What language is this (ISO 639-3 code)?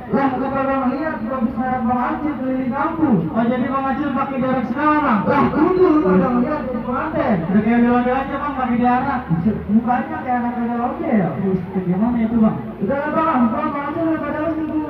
bew